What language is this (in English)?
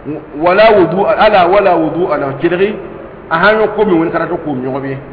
Mossi